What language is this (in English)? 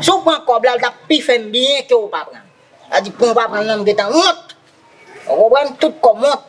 Haitian Creole